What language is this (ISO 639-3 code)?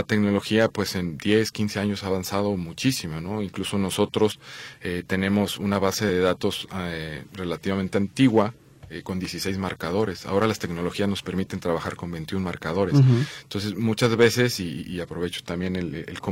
spa